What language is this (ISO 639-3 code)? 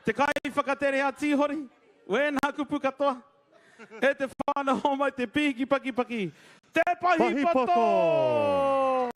mri